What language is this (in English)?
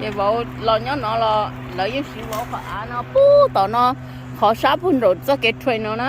Hmong